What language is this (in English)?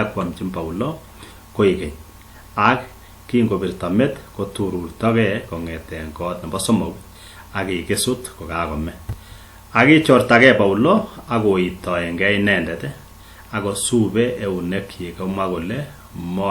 Kalenjin